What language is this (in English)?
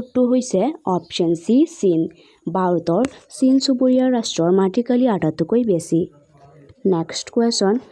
Assamese